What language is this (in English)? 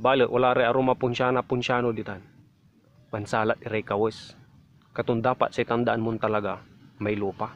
Pangasinan